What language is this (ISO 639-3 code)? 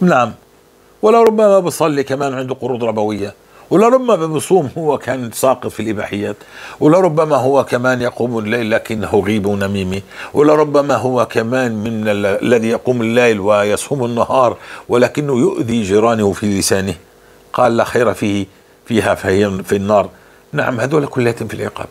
apc